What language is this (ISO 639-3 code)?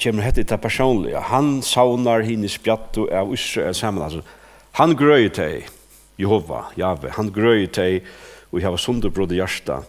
fao